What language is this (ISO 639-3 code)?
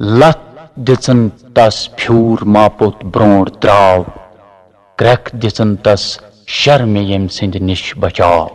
kas